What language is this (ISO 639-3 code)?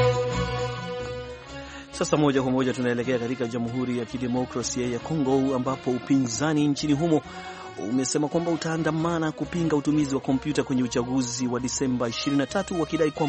swa